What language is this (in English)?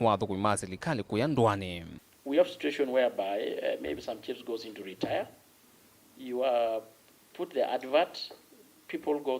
Kamba